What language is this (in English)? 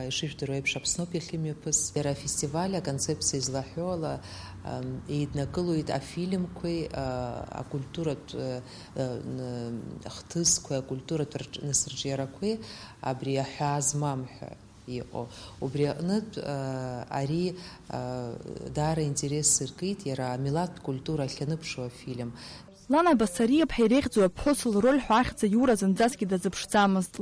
Abkhazian